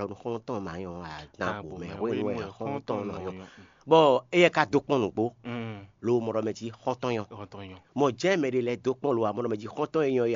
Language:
Fon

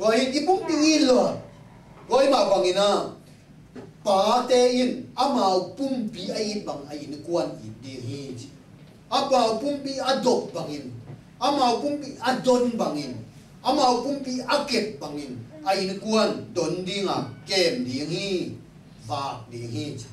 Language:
Tedim Chin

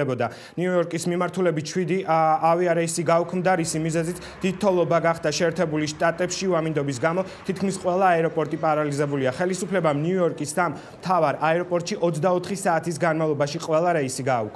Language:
Georgian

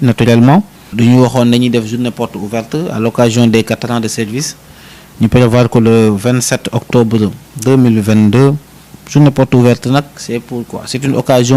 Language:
Wolof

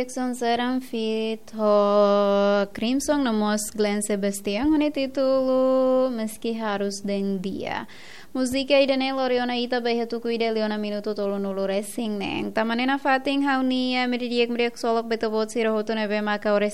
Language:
Tetum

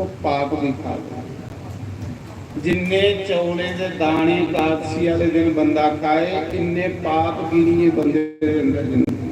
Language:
Dogri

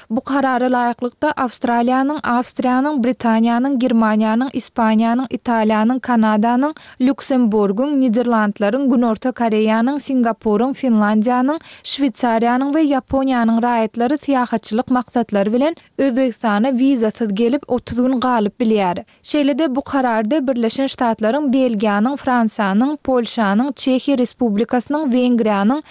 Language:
Turkmen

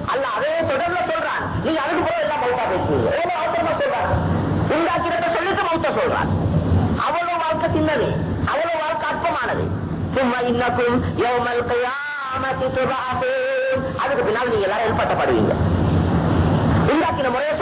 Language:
Tamil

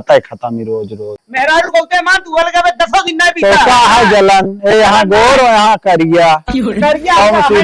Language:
Awadhi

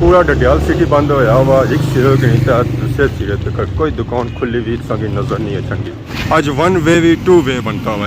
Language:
Pahari-Potwari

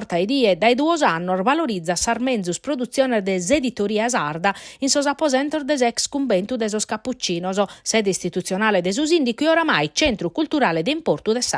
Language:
Sardinian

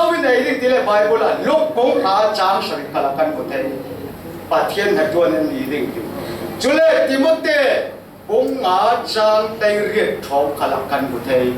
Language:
Falam Chin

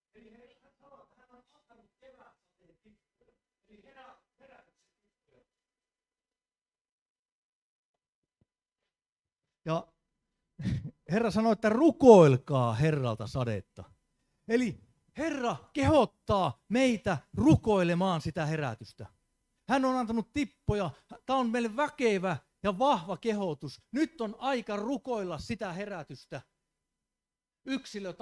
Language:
Finnish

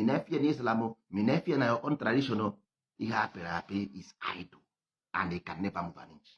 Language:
Igbo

